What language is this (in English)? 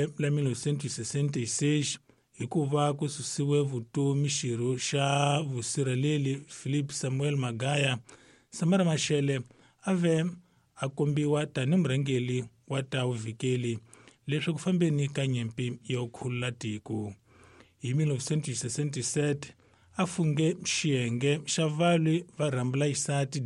Tsonga